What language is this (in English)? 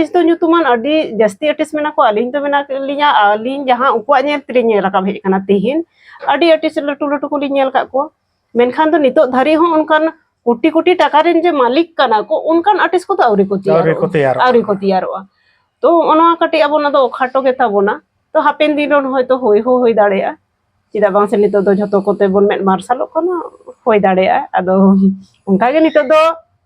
Santali